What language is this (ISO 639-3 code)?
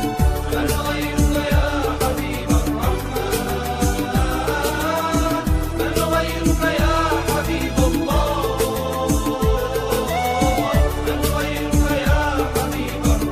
ara